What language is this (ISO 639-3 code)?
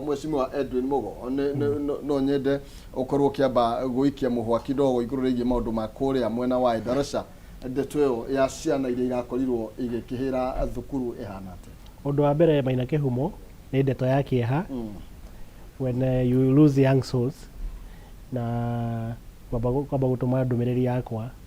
kik